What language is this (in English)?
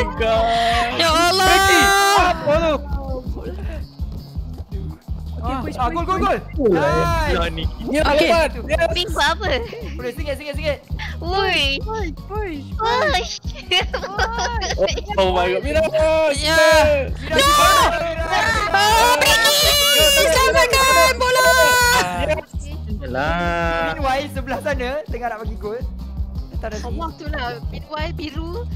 Malay